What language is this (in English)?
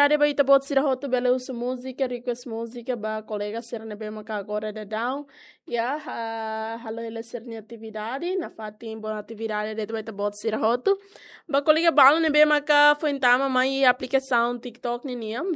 Tetum